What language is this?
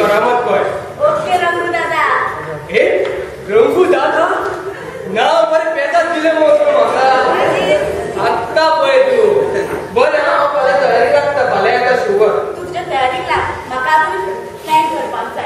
Konkani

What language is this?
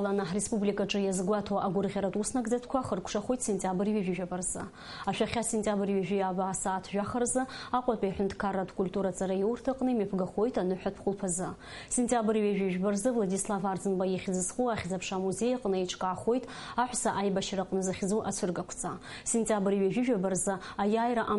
Abkhazian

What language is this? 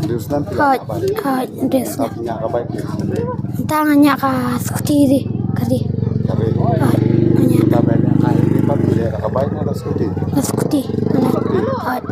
Khasi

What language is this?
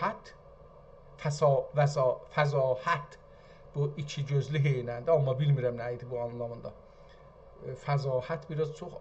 South Azerbaijani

